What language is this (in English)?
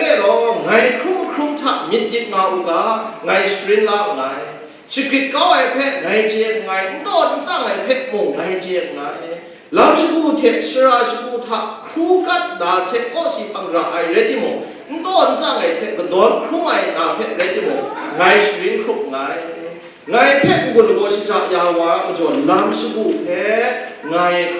Kachin